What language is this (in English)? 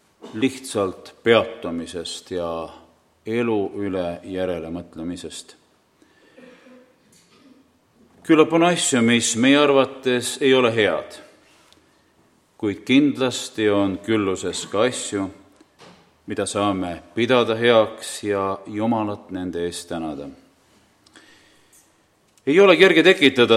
Estonian